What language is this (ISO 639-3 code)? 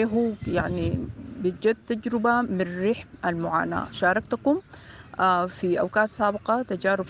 apd